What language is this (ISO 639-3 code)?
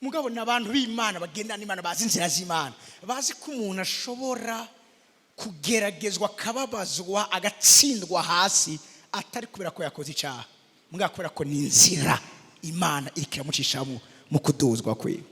run